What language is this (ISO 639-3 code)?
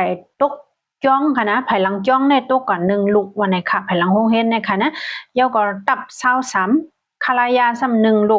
shn